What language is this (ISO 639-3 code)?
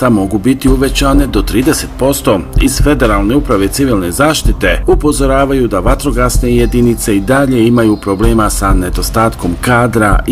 bos